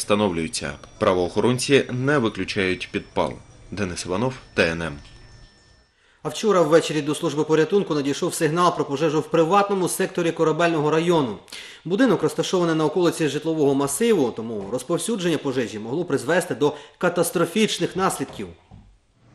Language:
Ukrainian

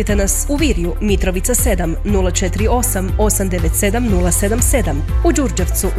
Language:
Croatian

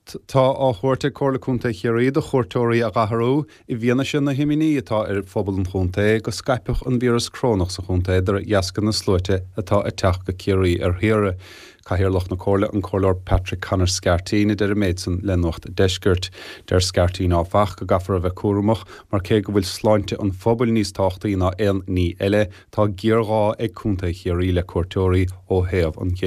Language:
Irish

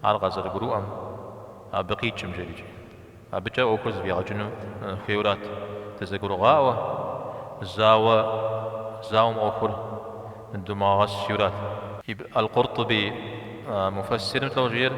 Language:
Kabardian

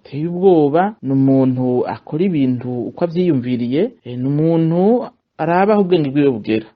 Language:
Rundi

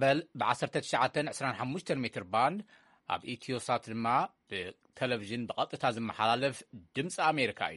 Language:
Tigrinya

